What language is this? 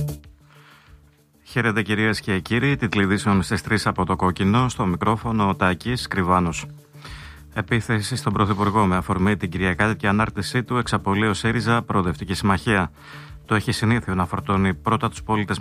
Greek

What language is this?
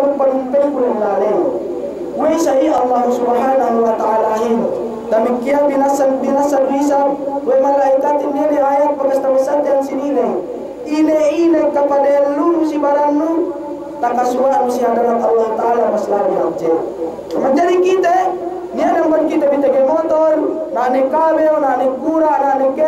Yakan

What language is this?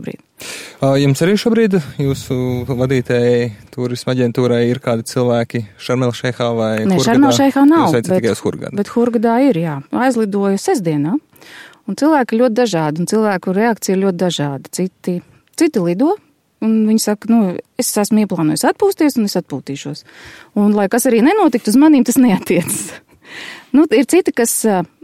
Latvian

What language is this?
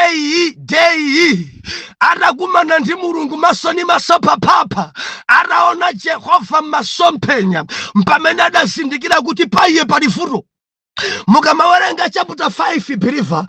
Nyanja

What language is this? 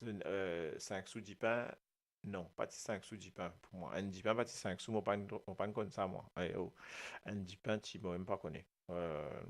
Morisyen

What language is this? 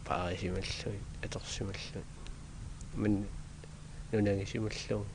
Kalaallisut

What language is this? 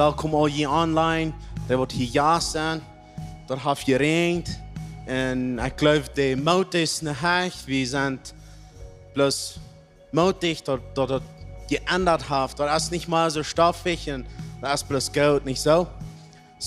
Plautdietsch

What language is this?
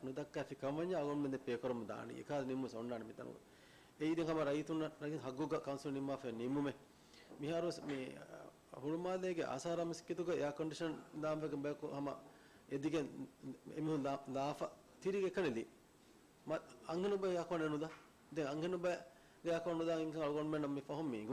Divehi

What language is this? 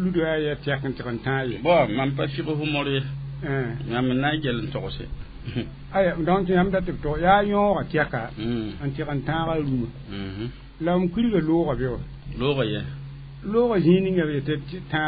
Mossi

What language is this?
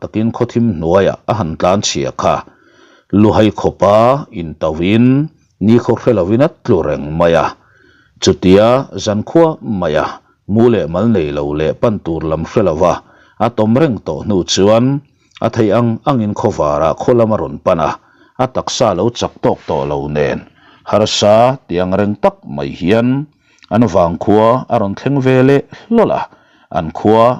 Mizo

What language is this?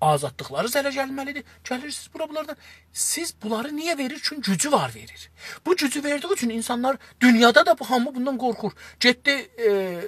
South Azerbaijani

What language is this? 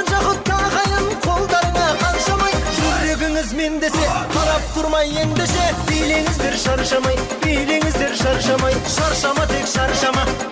Kara-Kalpak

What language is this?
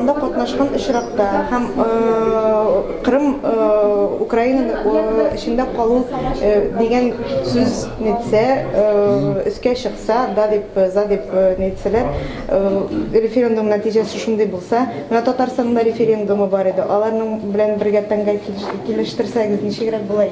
Tatar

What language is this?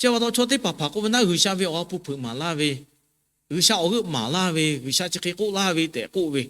Lahu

